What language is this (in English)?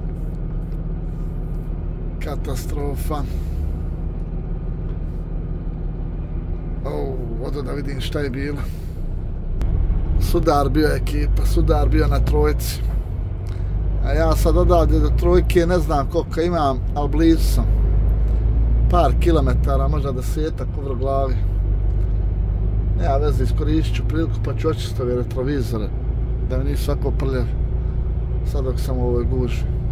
Croatian